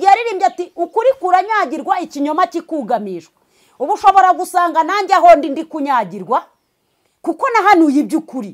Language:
Kinyarwanda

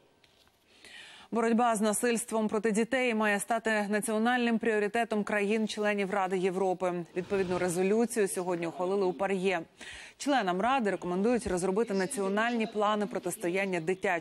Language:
Ukrainian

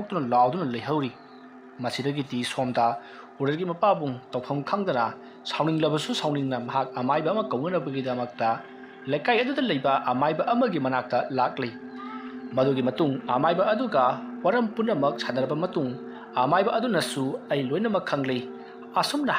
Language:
Manipuri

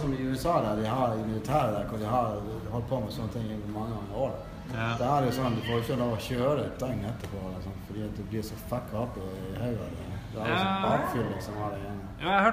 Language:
Norwegian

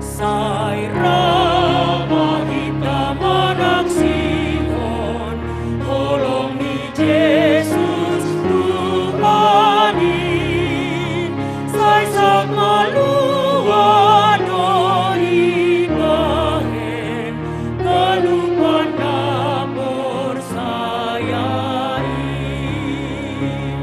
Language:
Batak Simalungun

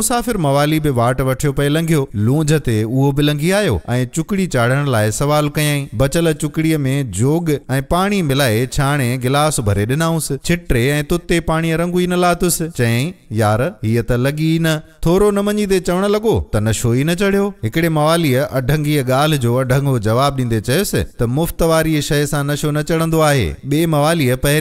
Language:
Sindhi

